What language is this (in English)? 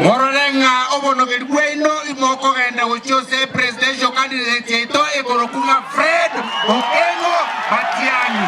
Gusii